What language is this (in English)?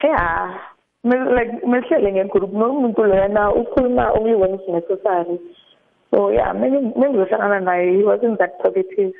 South Ndebele